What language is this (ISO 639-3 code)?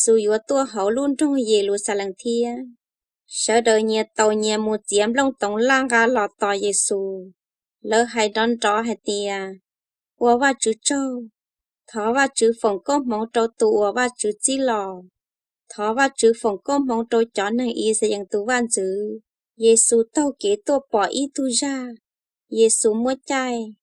hmn